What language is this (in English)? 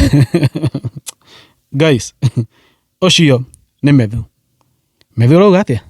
Kikuyu